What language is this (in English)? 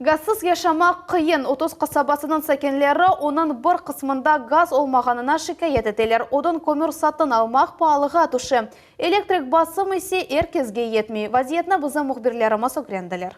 Crimean Tatar